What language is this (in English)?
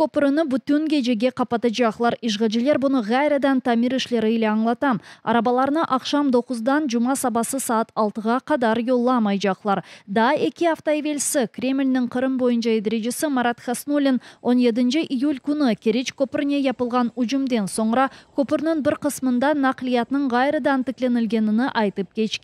Crimean Tatar